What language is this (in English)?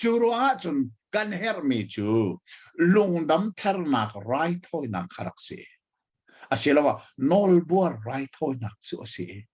Hakha Chin